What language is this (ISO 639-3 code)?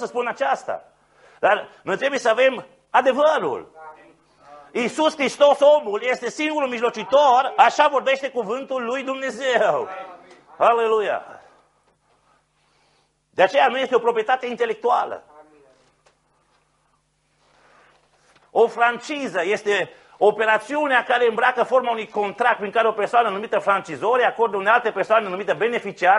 ron